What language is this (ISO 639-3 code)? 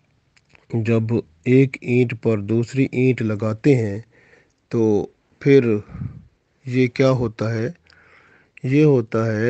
urd